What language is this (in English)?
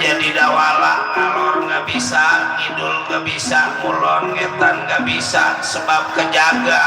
Betawi